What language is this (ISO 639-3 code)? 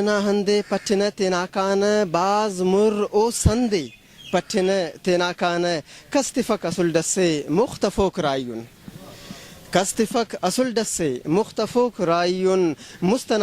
brh